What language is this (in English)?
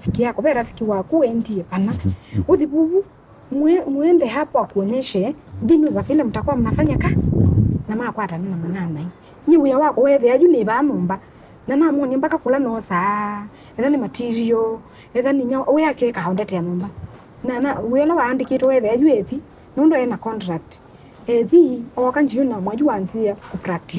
Kamba